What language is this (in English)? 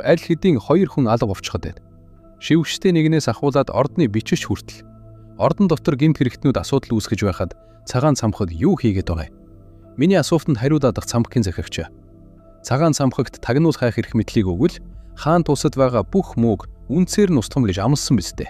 Mongolian